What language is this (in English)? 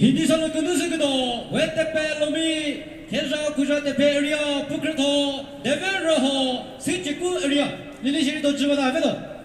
Chokri Naga